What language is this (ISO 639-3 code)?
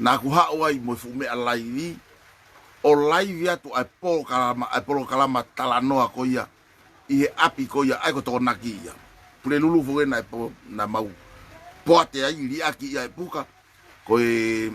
ton